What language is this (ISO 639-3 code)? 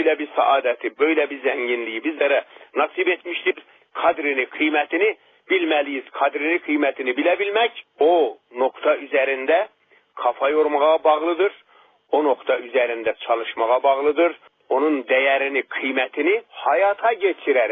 tur